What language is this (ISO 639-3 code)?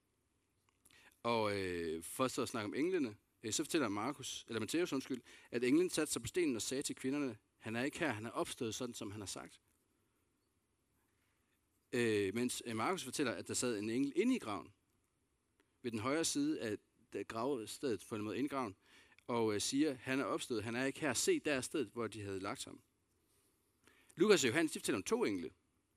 dan